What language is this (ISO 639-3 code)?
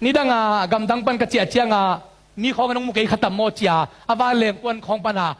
ctd